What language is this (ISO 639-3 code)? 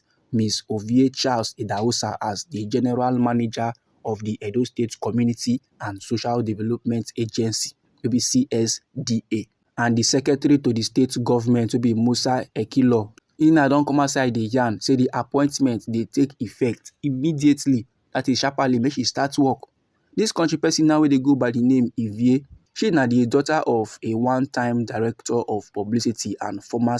pcm